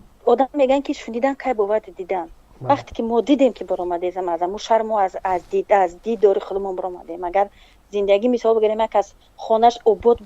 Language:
Tajik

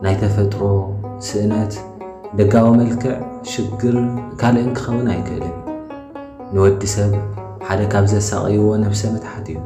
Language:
Tigrinya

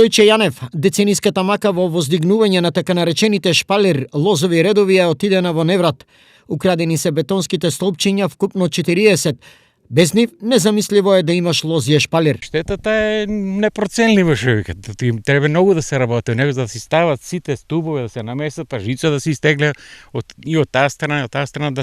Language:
Macedonian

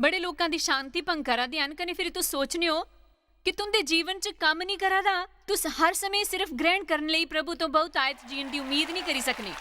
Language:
Dogri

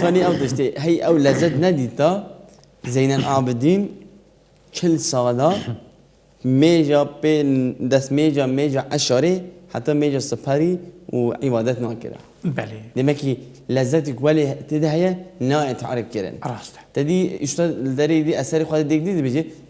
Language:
Kurdish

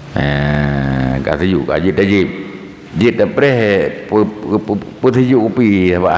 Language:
Achinese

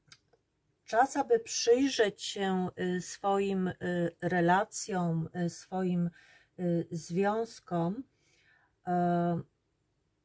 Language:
Polish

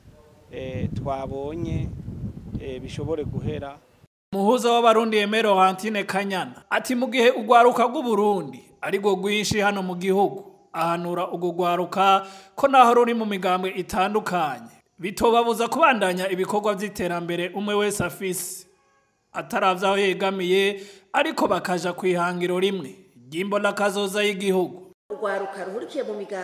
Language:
Rundi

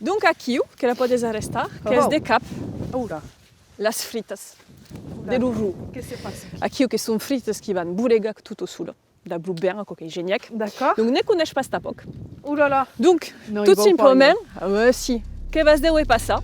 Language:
Occitan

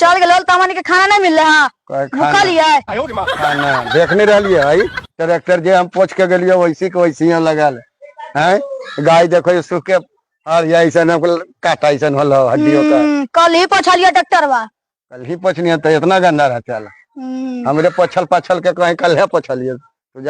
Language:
Magahi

